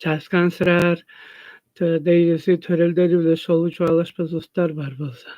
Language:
Tuvinian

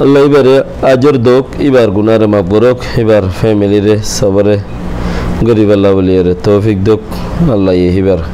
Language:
Rohingya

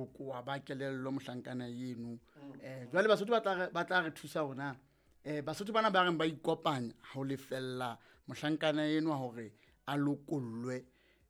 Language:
Southern Sotho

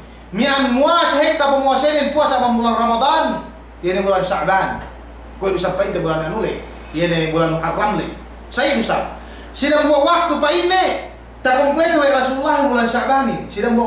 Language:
Yakan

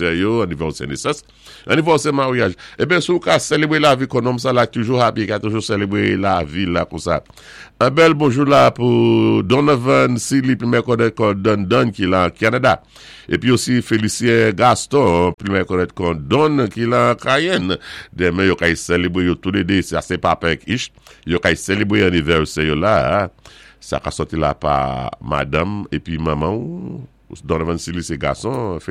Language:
Saint Lucian Creole French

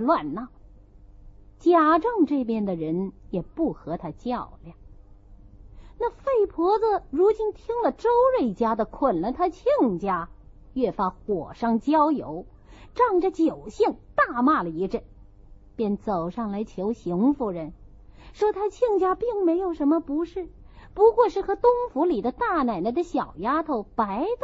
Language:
Chinese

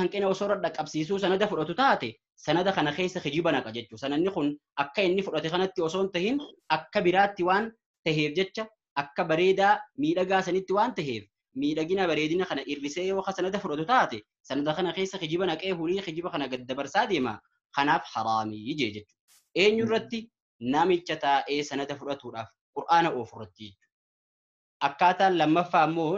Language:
Oromo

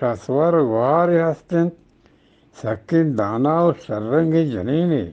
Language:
Eastern Balochi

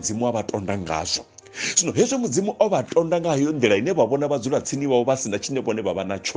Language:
Venda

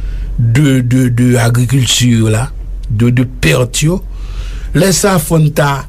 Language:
Haitian Creole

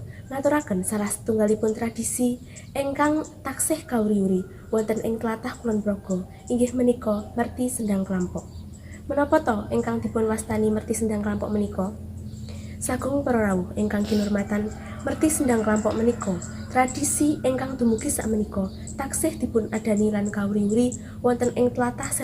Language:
Javanese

